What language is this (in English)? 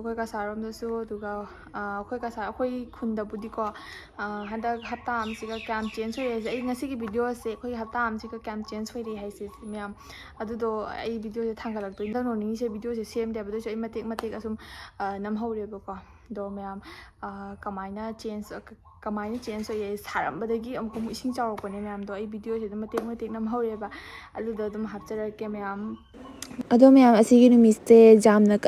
Manipuri